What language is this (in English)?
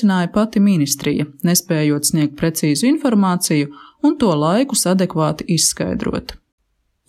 Latvian